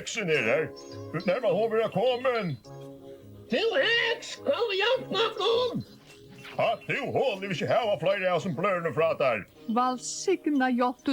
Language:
Faroese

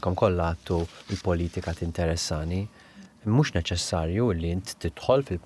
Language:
Maltese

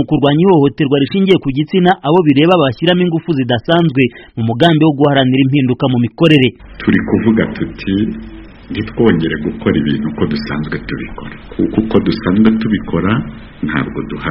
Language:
Kinyarwanda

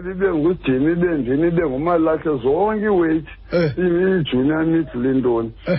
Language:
Xhosa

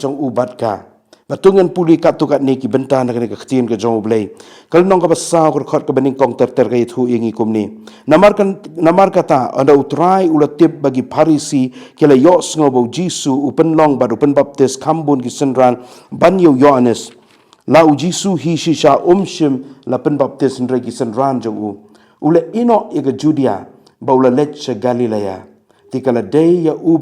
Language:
Khasi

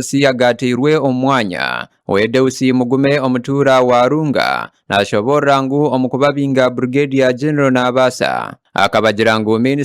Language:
Nyankole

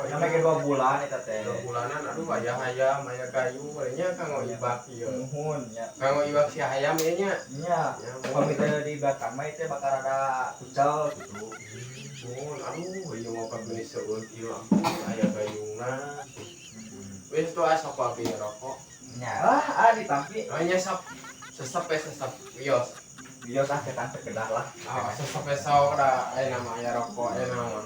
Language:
Sundanese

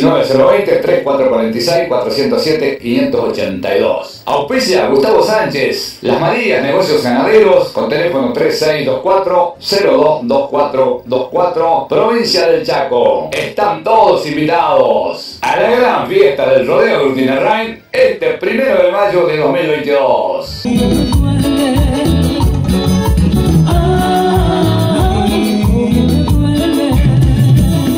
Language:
Spanish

